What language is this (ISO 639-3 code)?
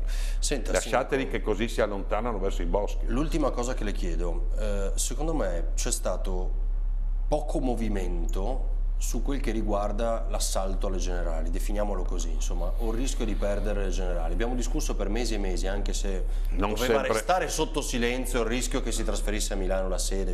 ita